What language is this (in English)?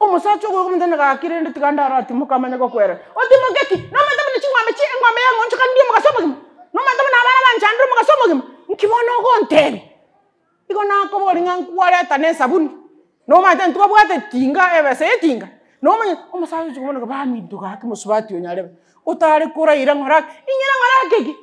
Gusii